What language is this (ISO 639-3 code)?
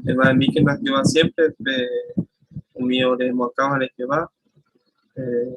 grn